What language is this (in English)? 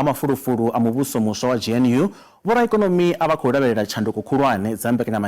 Venda